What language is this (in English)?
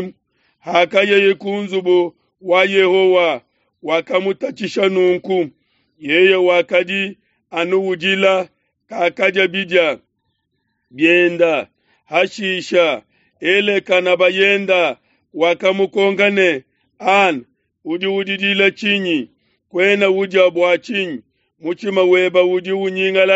Luba-Lulua